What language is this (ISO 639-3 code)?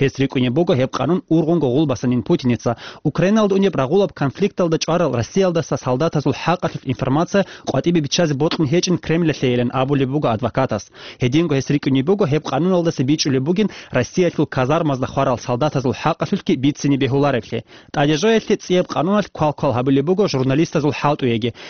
ava